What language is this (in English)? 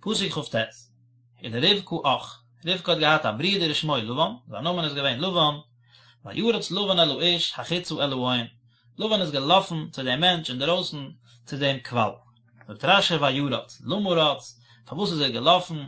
Yiddish